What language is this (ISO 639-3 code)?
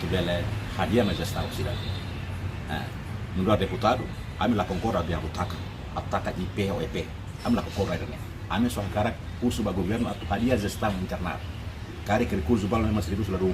tet